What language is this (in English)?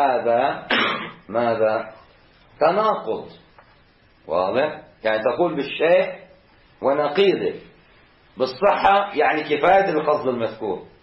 Arabic